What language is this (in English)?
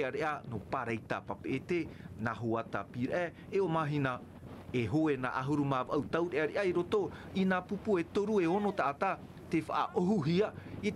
Tahitian